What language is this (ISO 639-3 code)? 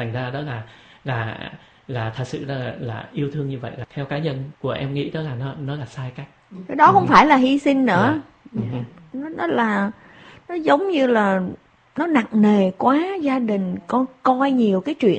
vie